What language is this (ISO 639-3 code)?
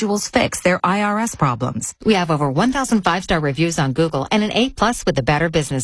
eng